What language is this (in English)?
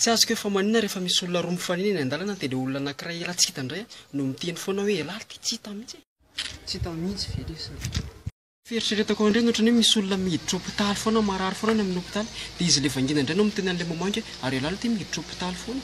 Malagasy